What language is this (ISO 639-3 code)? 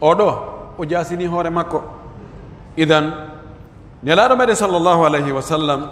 fuf